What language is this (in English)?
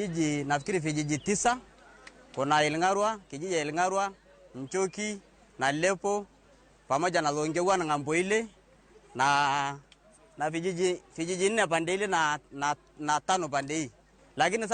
Luo (Kenya and Tanzania)